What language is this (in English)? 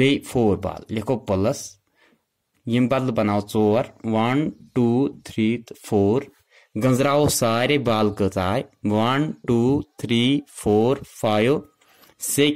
Kashmiri